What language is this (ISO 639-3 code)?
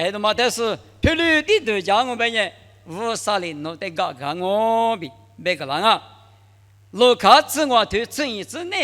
lis